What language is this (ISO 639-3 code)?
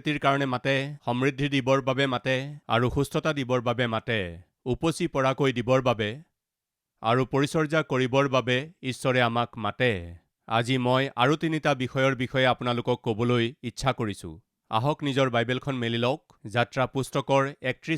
asm